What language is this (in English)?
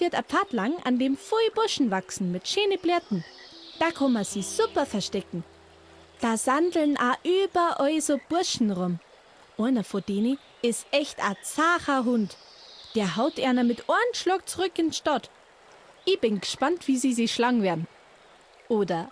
Bavarian